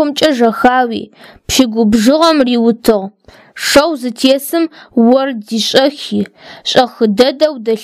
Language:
Adyghe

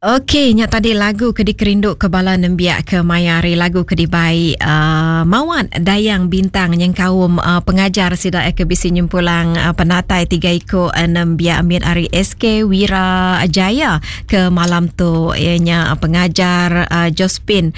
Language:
Iban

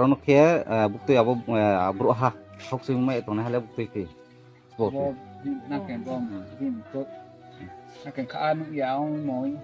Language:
Riang (India)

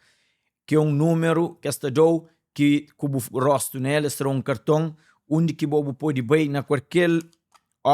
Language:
Kabuverdianu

